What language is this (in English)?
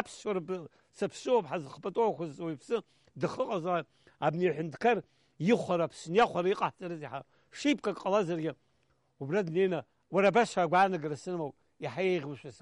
Abkhazian